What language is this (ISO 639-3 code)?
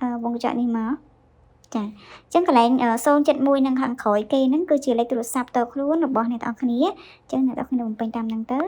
khm